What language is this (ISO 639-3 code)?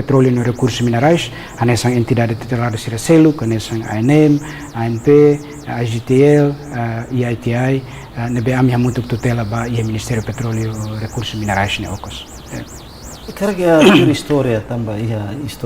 tet